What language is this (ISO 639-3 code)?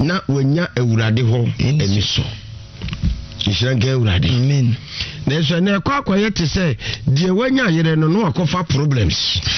aka